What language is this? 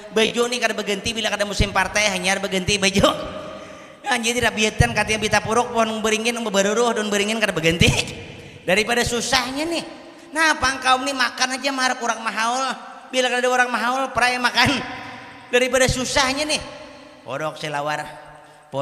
Banjar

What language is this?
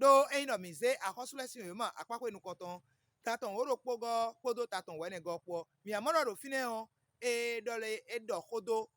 Fon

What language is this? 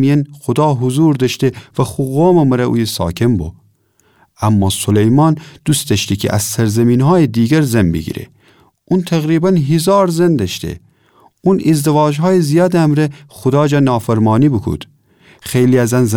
Gilaki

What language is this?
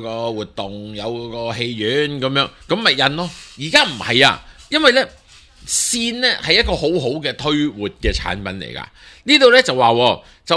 Cantonese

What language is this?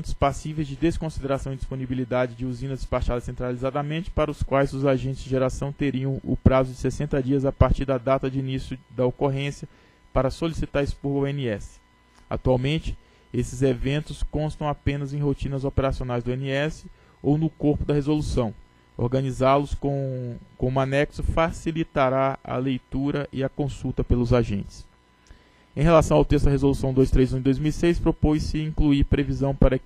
Portuguese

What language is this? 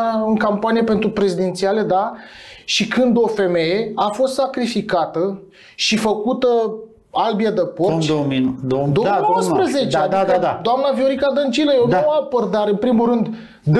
Romanian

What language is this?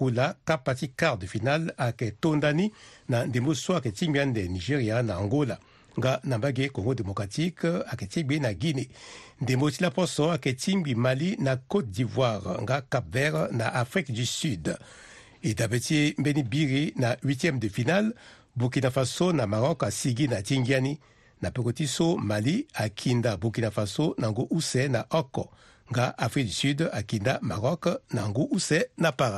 Sango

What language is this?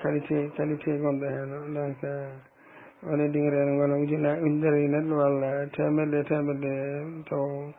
Fula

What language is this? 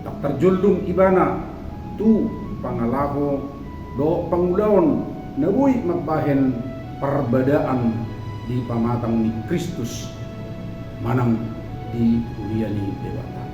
Batak Toba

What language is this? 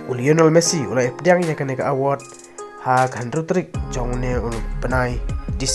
Khasi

